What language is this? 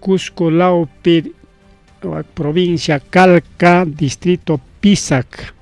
Ayacucho Quechua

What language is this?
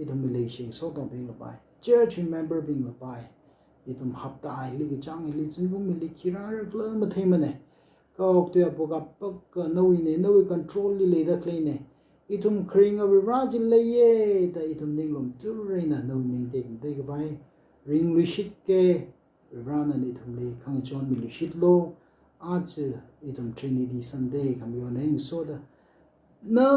Tangkhul Naga (India)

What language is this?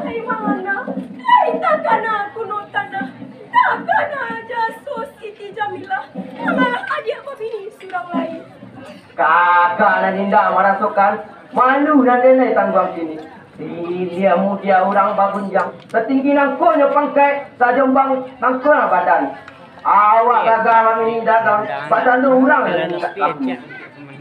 Minangkabau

